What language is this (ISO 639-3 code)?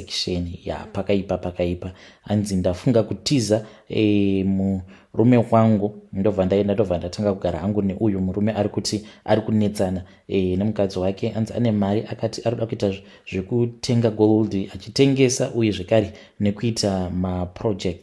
sna